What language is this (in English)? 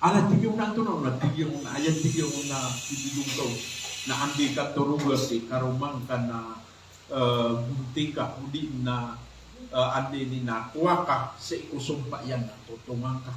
Maranao